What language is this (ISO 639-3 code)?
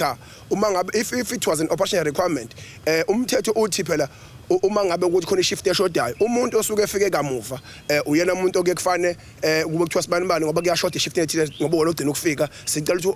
zul